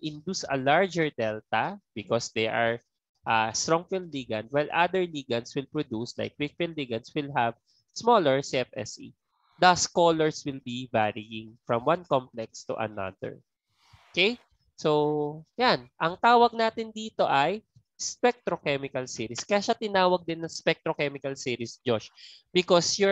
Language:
Filipino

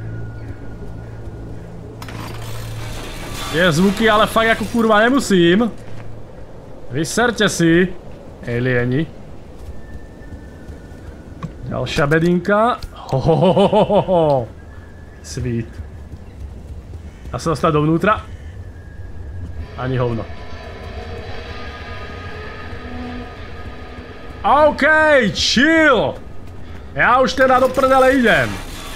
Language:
Slovak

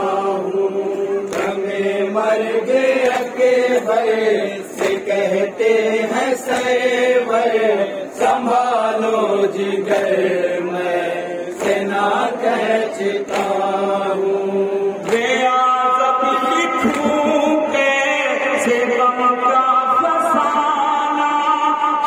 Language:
Urdu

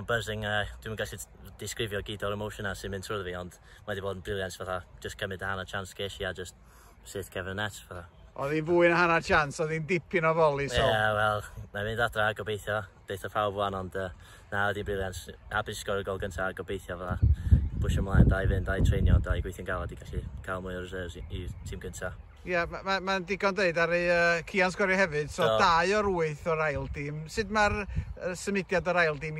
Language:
Welsh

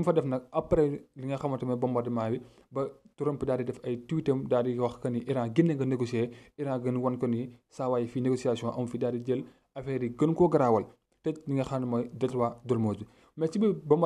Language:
Wolof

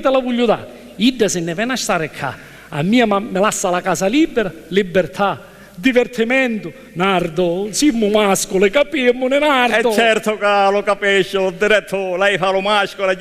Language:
Sicilian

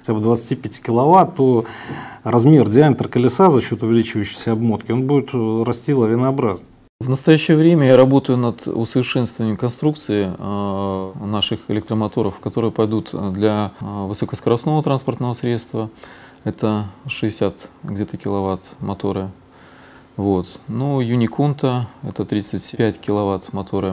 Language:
Russian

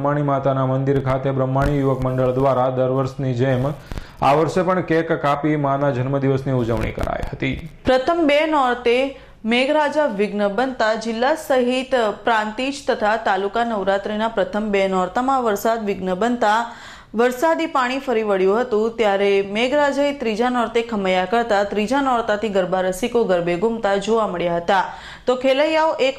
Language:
Gujarati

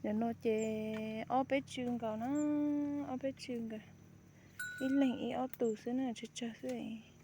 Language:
Hmong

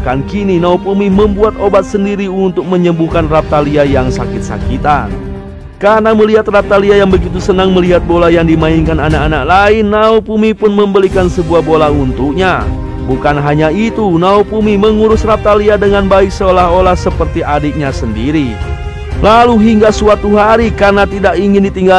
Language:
Indonesian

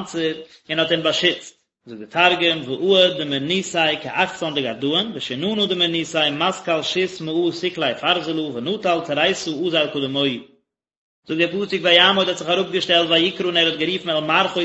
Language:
Yiddish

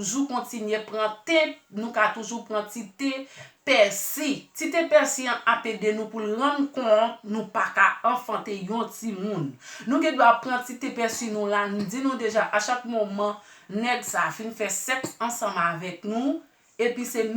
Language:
Haitian Creole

